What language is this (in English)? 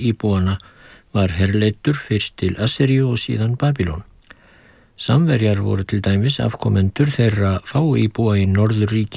Icelandic